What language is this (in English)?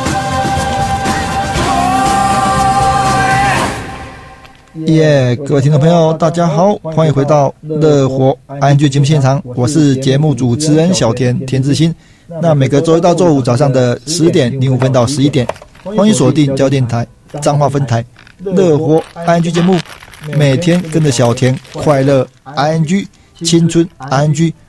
Chinese